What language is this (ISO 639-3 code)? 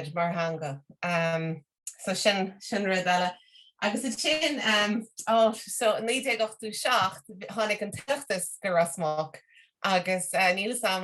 gle